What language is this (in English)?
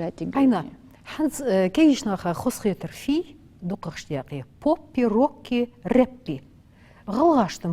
Ingush